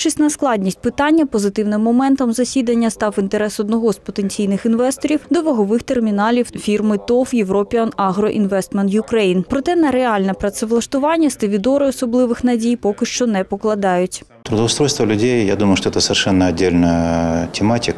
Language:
Ukrainian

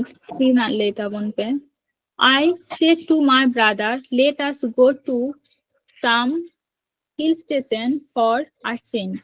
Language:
Santali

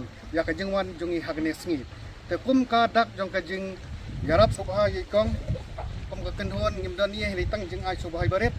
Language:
Khasi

